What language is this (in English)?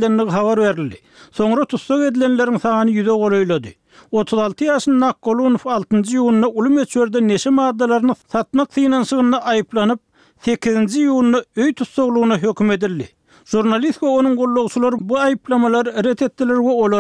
Turkmen